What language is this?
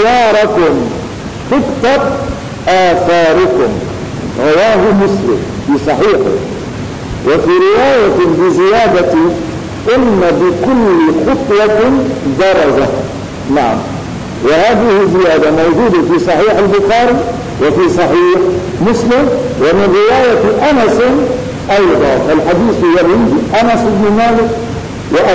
Arabic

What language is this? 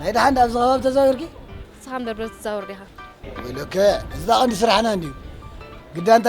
Tigrinya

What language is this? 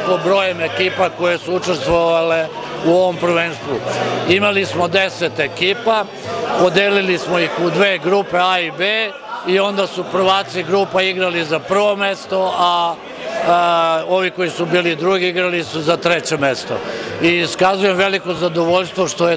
Serbian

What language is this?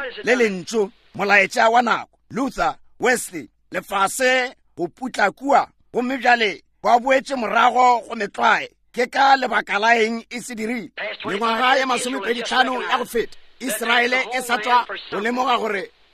Northern Sotho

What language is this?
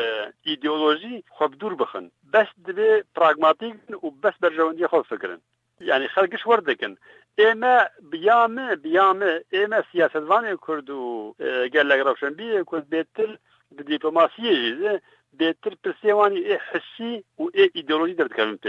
Kurdish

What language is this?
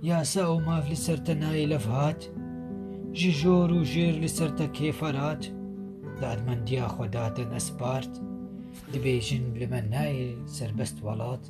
Kurdish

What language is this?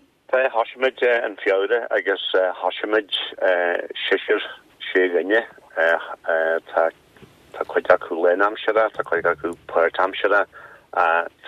Irish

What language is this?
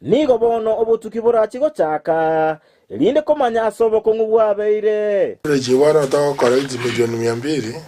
Gusii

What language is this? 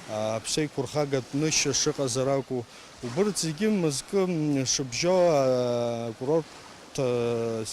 Abkhazian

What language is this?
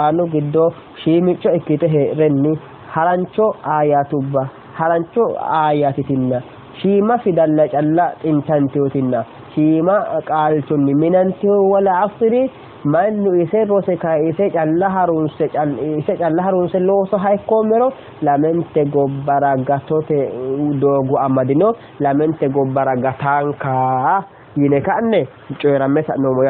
Sidamo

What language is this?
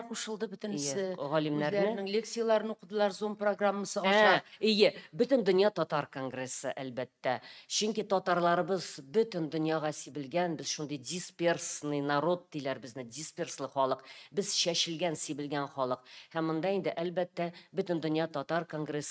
Tatar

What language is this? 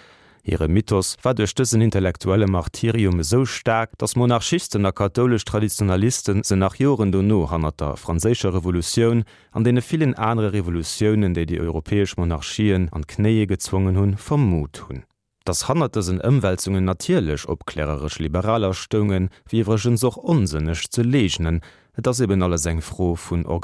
Luxembourgish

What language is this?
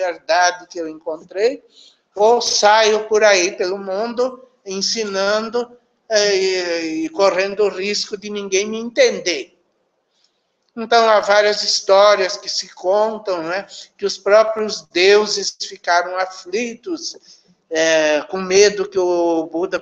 Portuguese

